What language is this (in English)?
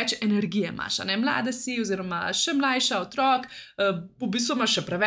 Slovenian